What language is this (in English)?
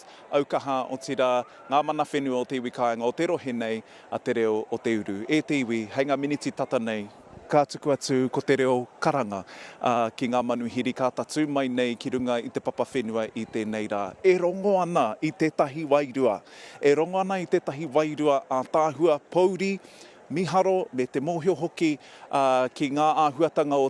Māori